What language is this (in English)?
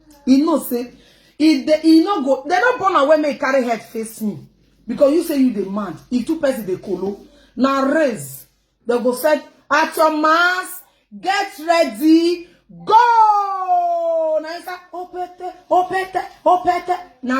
Nigerian Pidgin